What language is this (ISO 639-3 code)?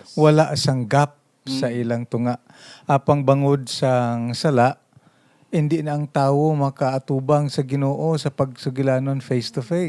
hil